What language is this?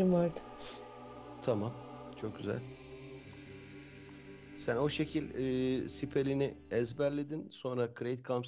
Turkish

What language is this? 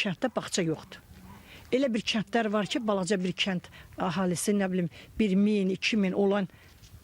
Azerbaijani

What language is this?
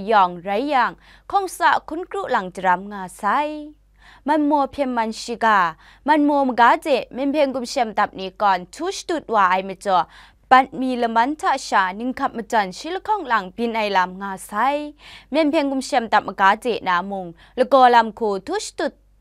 Kachin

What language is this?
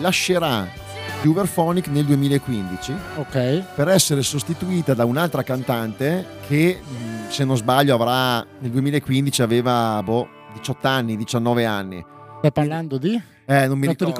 Italian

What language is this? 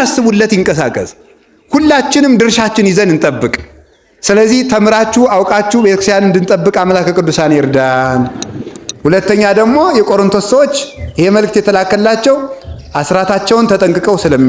Amharic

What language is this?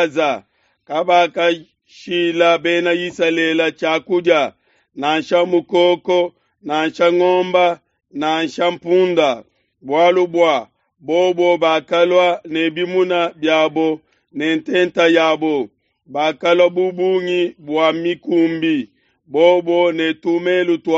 Luba-Lulua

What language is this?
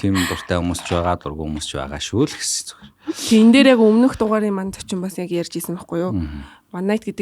Mongolian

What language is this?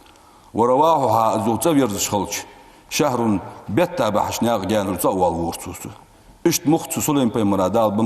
Ingush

